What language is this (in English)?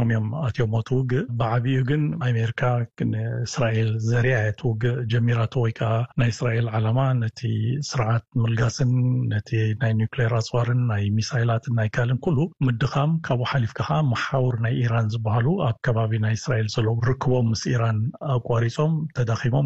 Tigrinya